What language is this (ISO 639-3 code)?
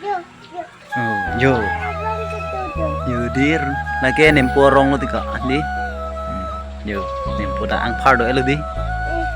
mjw